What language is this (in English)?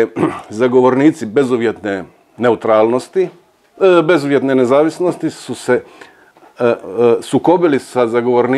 Croatian